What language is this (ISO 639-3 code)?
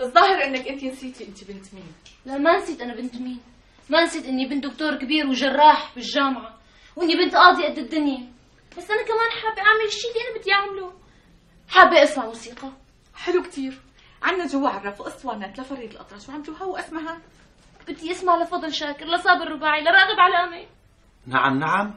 apc